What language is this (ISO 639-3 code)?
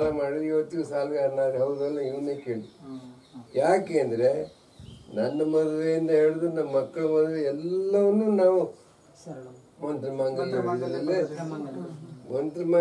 kan